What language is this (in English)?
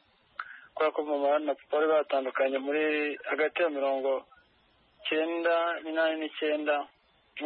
Kinyarwanda